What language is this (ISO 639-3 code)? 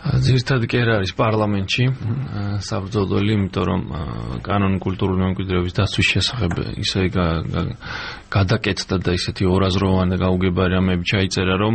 kat